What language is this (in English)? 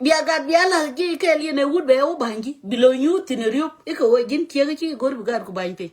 Nuer